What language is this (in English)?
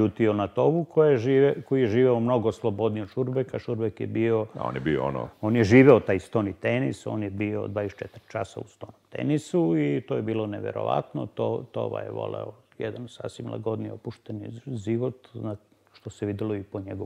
Serbian